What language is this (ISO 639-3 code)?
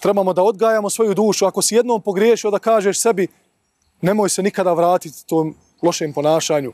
bos